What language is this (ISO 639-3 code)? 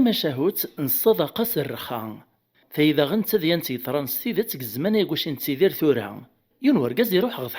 kab